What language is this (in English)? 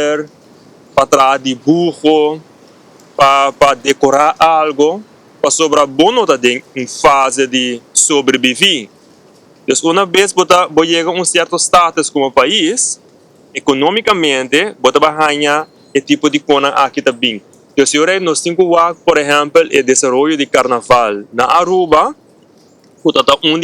Papiamento